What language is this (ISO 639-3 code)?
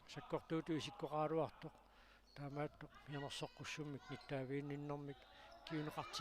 kal